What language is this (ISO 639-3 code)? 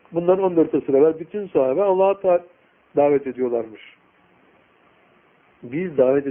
tur